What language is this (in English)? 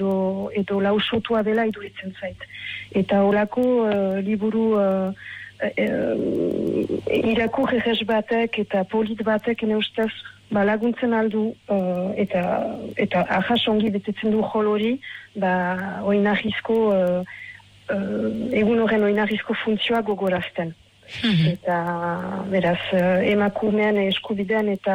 Basque